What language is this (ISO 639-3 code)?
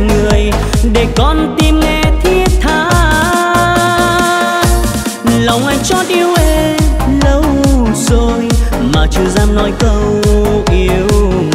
vie